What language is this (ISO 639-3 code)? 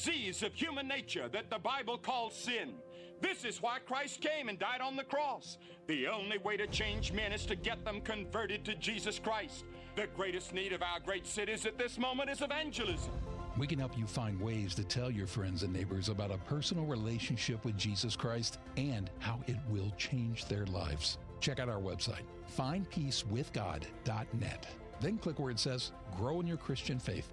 eng